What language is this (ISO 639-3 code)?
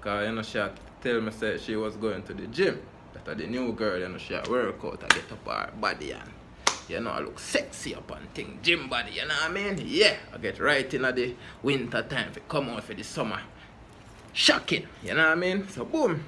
jam